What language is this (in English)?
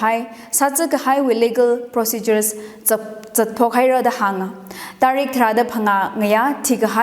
Tangkhul Naga (India)